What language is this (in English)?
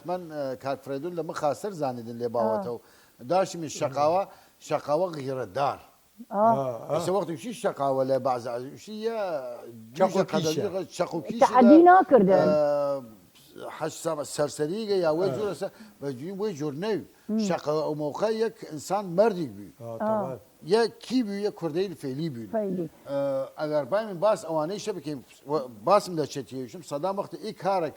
Southern Kurdish